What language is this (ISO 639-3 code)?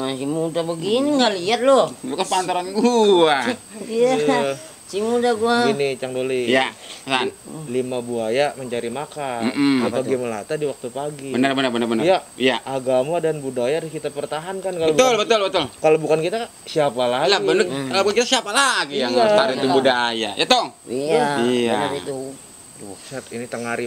bew